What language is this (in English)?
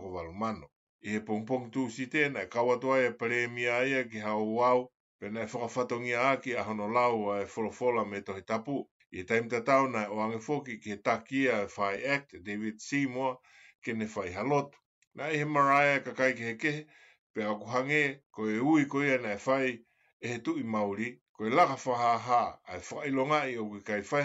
Tongan